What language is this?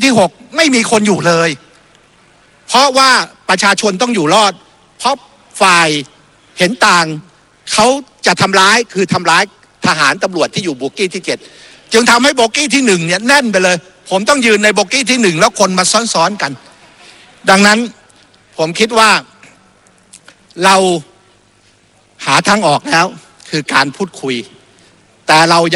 Thai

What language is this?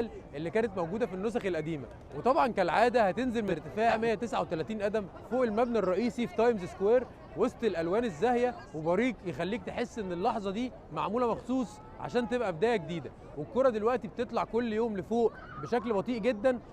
Egyptian Arabic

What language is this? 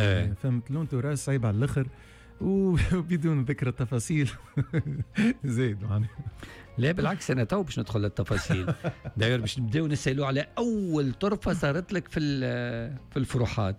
Tunisian Arabic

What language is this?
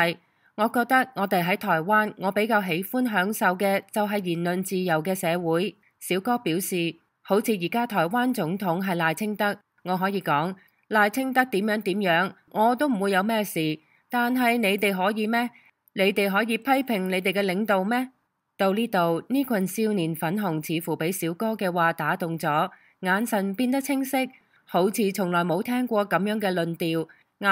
Cantonese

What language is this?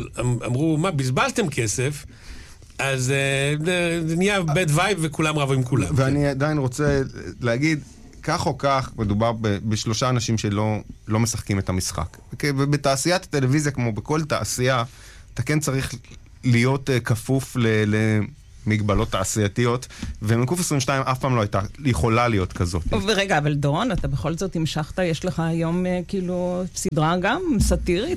Hebrew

